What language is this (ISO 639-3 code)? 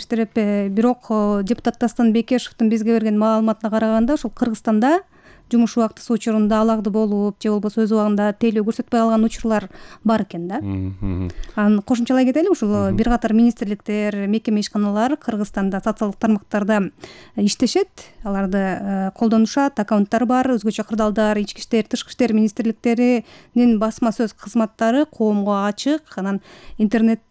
kir